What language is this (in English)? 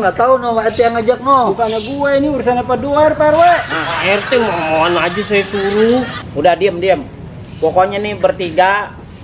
Betawi